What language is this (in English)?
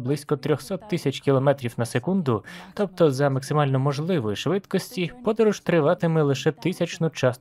Ukrainian